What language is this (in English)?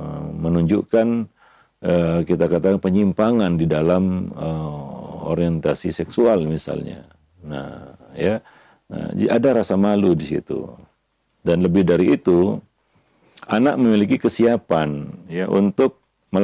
Indonesian